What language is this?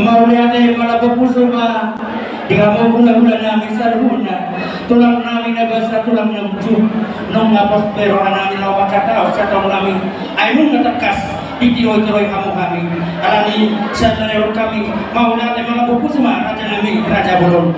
Batak Toba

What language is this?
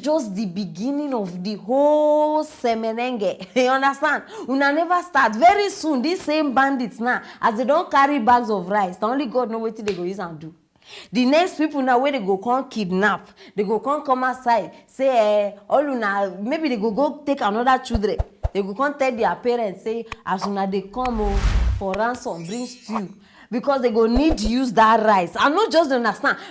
Nigerian Pidgin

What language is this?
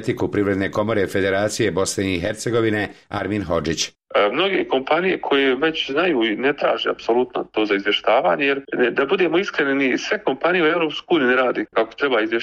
Bosnian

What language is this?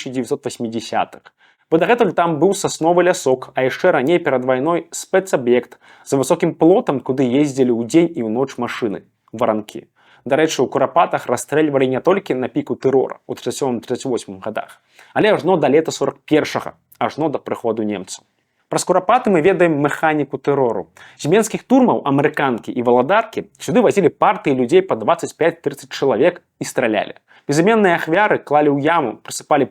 Belarusian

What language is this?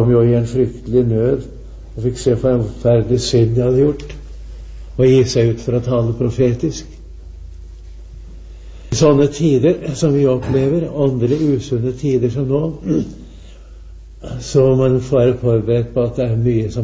Norwegian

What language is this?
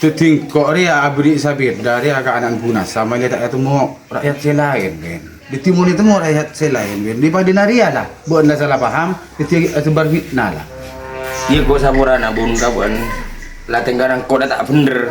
Madurese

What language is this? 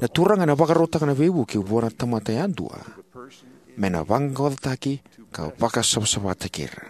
Fijian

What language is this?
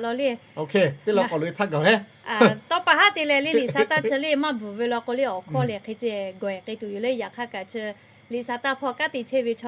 Lahu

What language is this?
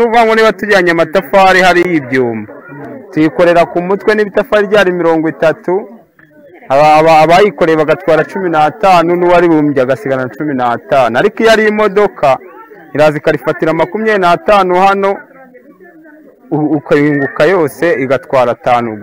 Kinyarwanda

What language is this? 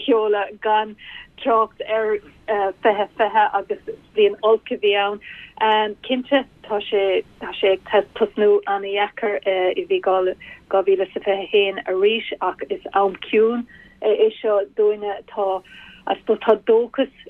Irish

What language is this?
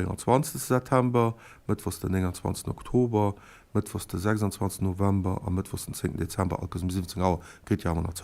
Luxembourgish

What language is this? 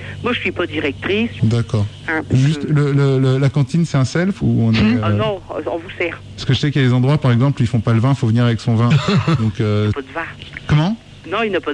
French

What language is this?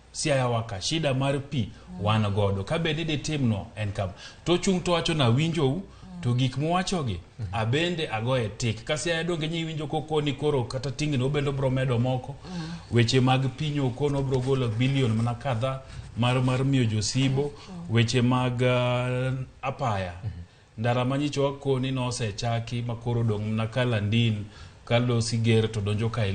Luo (Kenya and Tanzania)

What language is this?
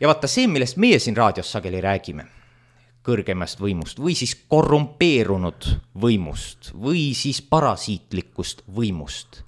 Estonian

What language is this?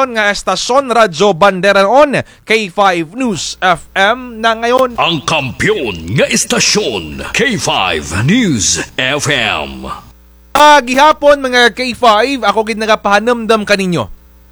Kinaray-a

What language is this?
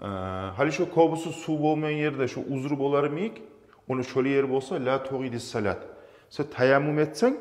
Kumyk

